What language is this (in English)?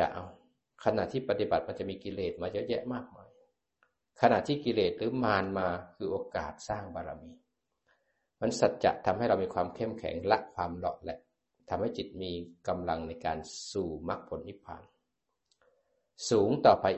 Thai